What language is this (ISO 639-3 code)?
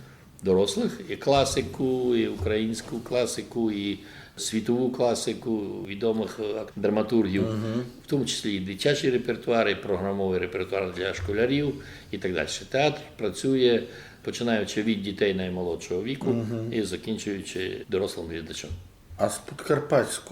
rue